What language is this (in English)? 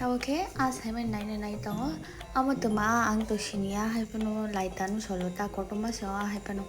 Kok Borok